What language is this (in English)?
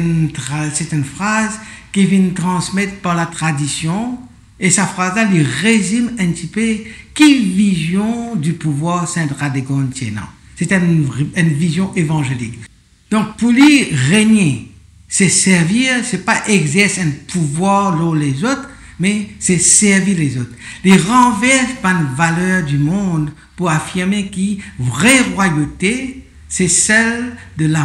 Morisyen